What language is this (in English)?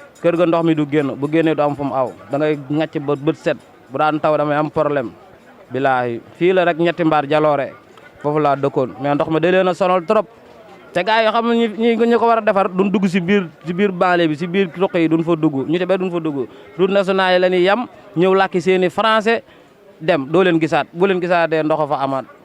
Wolof